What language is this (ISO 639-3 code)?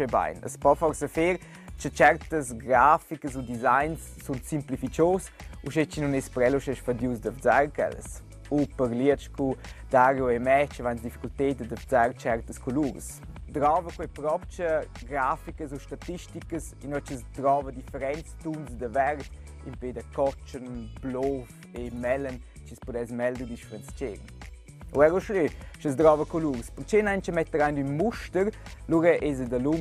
roh